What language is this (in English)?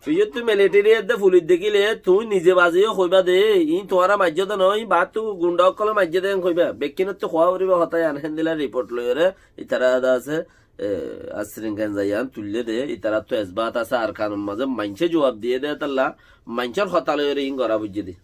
Rohingya